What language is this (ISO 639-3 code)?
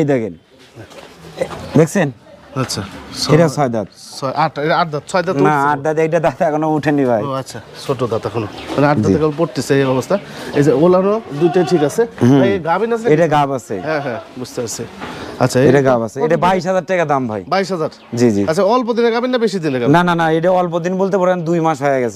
ben